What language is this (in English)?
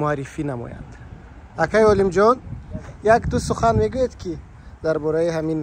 Tajik